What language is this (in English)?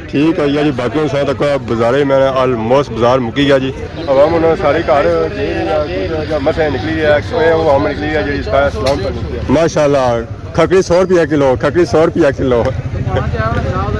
Pahari-Potwari